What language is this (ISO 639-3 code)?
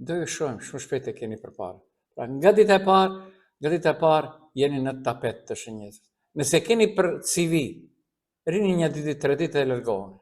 sqi